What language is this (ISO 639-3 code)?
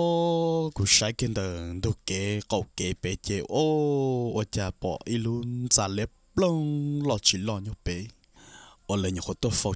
hmn